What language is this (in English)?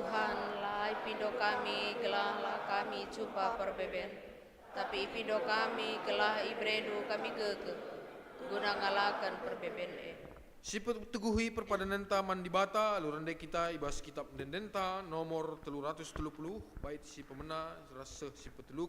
Batak Karo